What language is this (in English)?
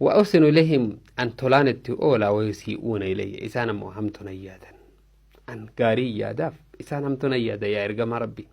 Oromo